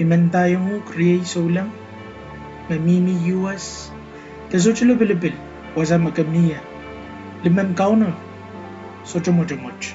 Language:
Pohnpeian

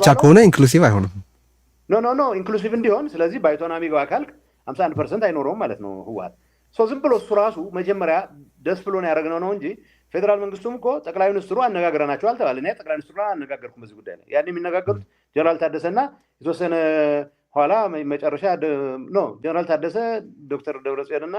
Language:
Amharic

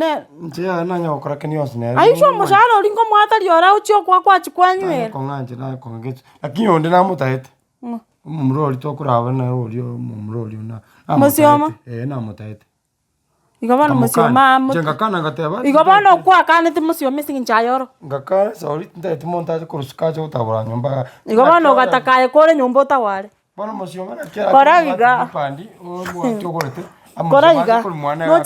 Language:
Gusii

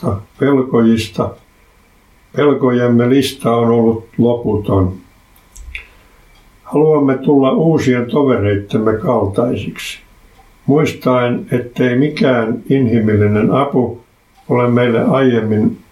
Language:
Finnish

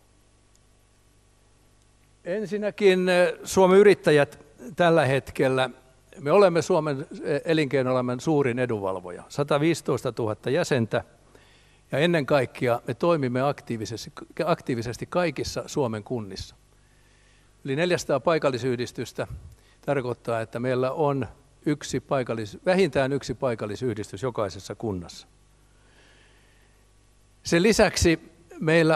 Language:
Finnish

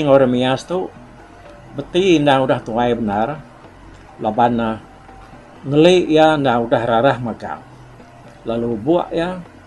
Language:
Iban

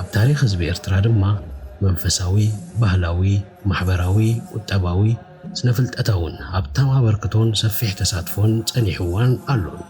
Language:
Tigrinya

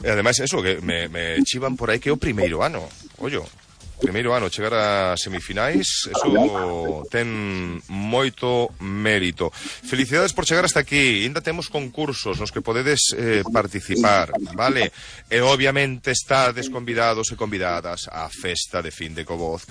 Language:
Galician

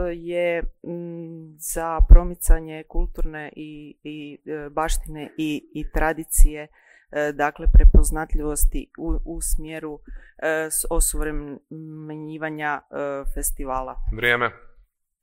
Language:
Croatian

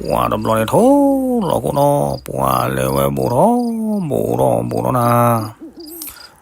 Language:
S'gaw Karen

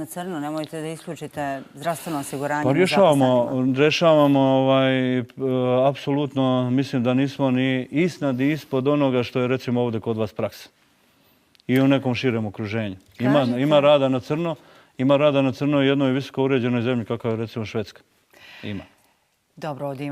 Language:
Bosnian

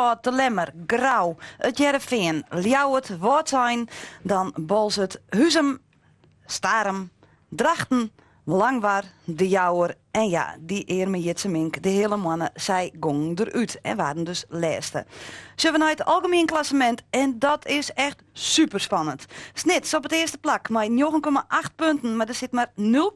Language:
Western Frisian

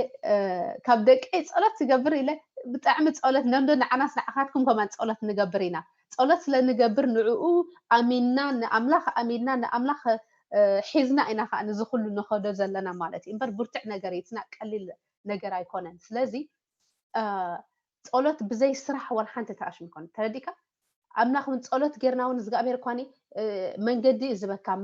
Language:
Tigrinya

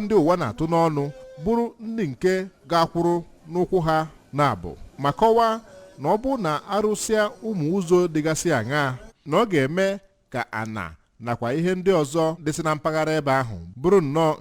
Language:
Igbo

